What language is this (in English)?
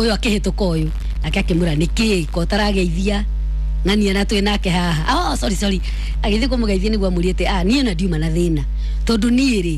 Kikuyu